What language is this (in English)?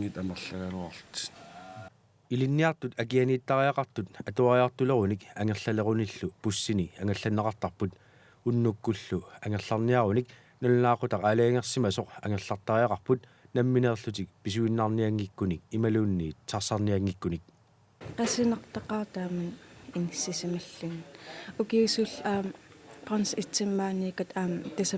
Kalaallisut